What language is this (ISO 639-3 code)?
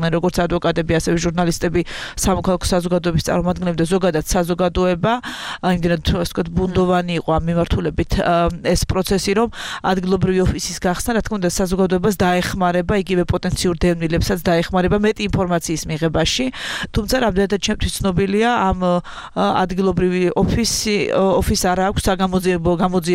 kat